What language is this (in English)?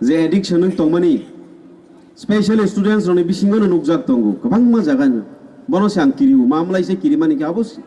Kok Borok